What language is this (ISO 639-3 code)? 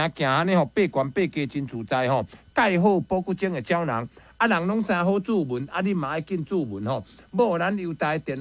nan